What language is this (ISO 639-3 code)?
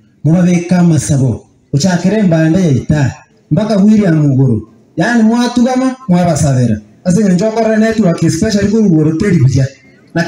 guz